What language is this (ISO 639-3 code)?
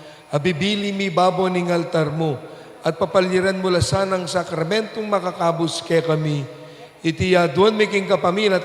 pam